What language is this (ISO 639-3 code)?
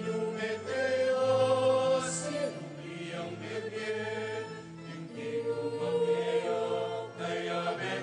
pam